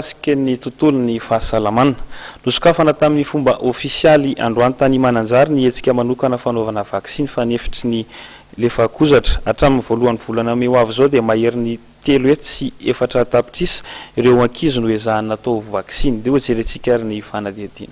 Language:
Malagasy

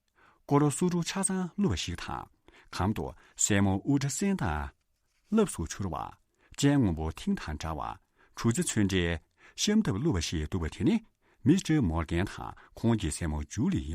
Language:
Tibetan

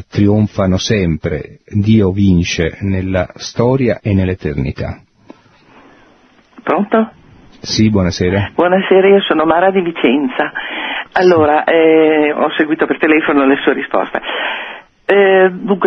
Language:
Italian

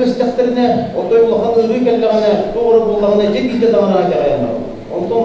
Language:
Yakut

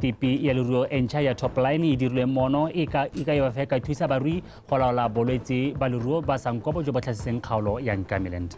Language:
Tswana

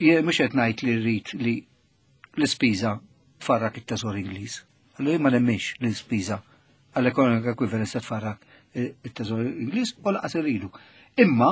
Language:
Maltese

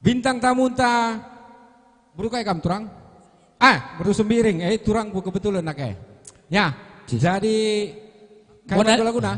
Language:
Batak Karo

